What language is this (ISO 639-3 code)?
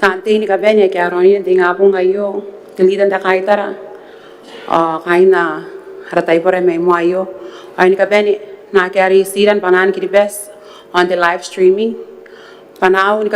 gil